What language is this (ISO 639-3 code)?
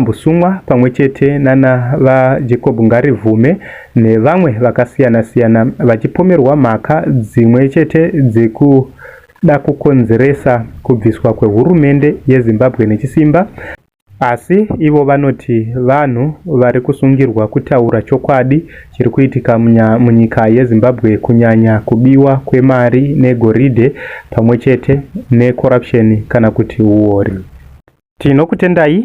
sna